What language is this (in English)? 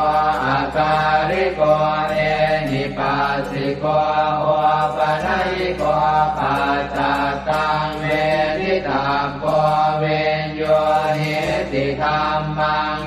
Pali